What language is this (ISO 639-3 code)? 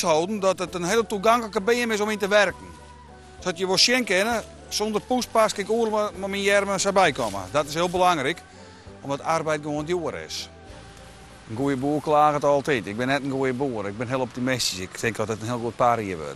fry